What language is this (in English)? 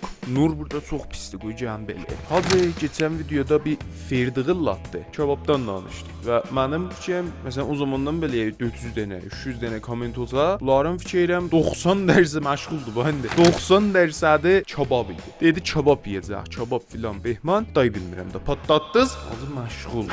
South Azerbaijani